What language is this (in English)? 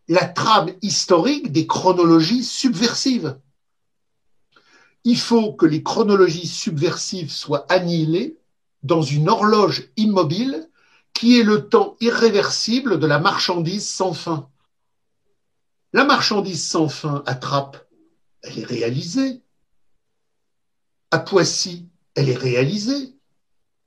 French